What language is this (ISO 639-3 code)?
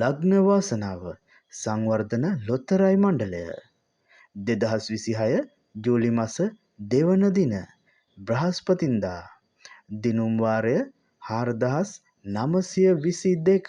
sin